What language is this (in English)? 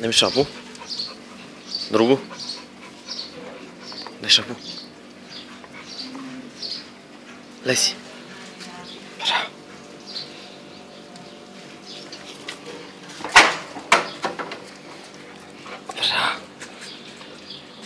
Bulgarian